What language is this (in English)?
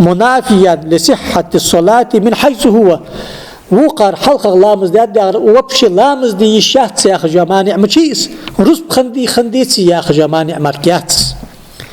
Ingush